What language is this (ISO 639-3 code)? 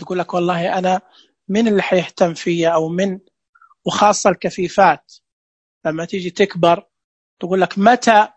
ars